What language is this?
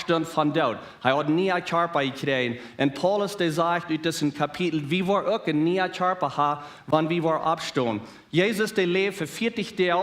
Plautdietsch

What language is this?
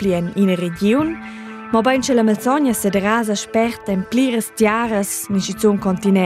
Romansh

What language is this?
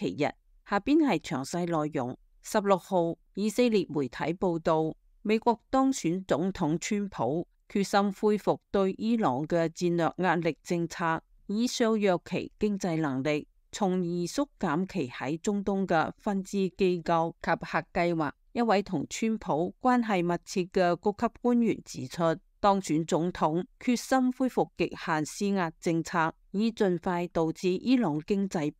Cantonese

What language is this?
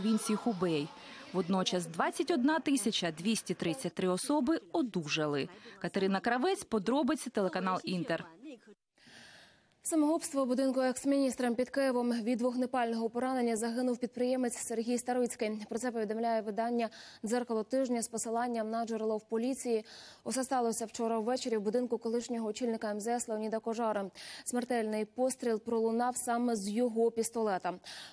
Ukrainian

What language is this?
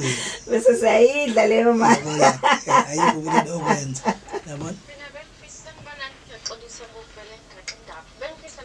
Zulu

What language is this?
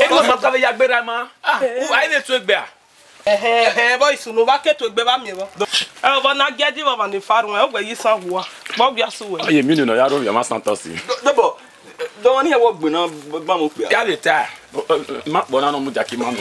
Bini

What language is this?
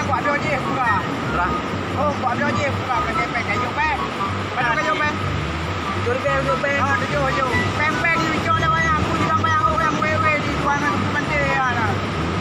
Achinese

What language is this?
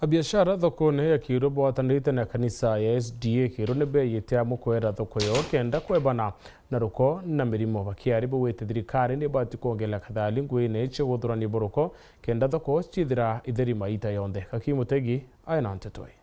Meru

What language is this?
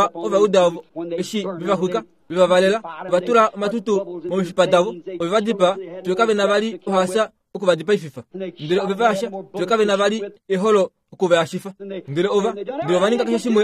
Kuanyama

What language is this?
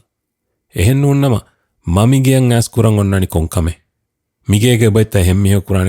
Divehi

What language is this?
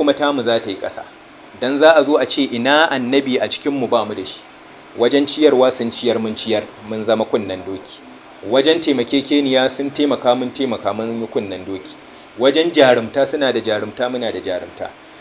Hausa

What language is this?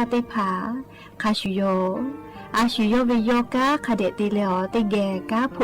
Lahu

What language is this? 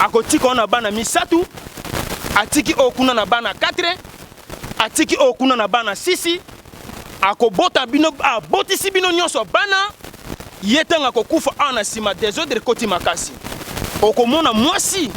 Lingala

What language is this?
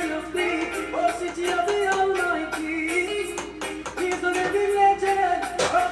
Jamaican Creole English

